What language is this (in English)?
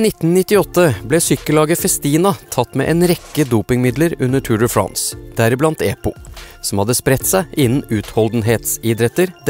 Norwegian